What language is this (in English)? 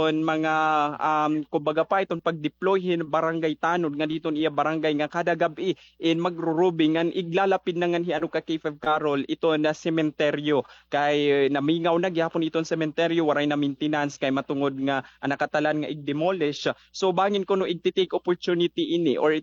Waray